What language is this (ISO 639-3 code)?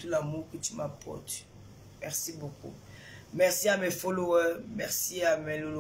fra